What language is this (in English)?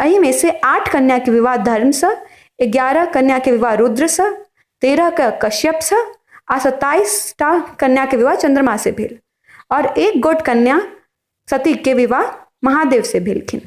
Maithili